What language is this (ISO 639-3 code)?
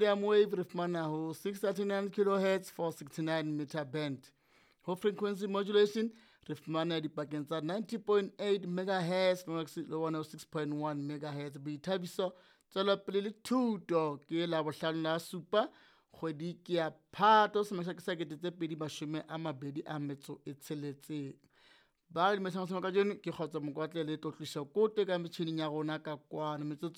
sot